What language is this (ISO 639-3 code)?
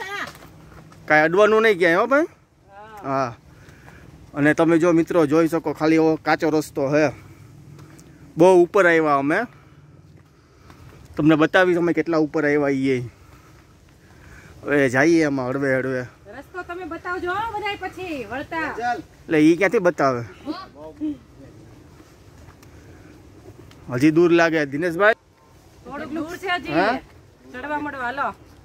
guj